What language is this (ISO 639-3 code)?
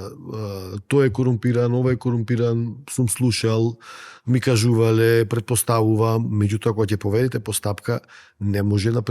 mkd